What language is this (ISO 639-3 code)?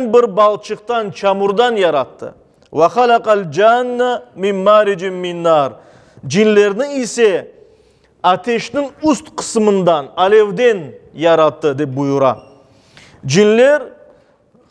crh